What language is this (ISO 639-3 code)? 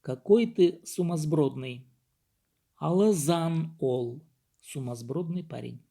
kjh